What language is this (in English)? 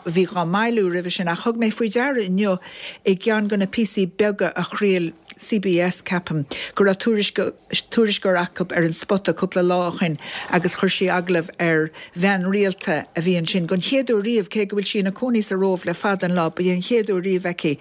Irish